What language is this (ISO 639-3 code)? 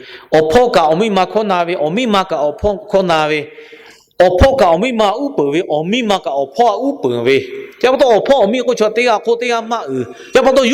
lhu